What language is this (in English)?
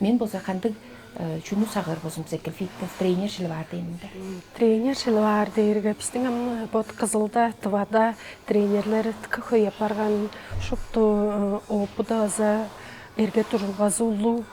Tuvinian